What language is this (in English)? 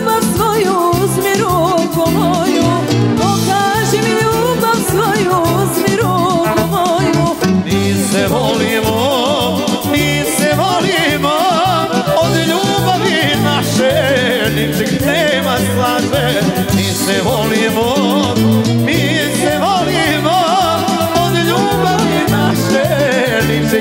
Serbian